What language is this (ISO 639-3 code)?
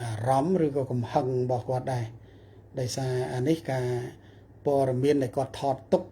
khm